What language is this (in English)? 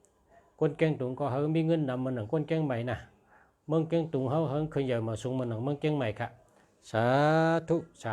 Shan